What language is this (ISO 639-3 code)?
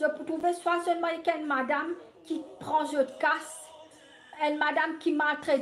mfe